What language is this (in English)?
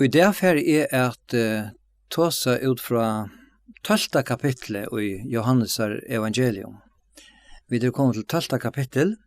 Faroese